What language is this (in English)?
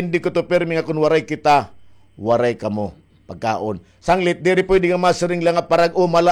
Waray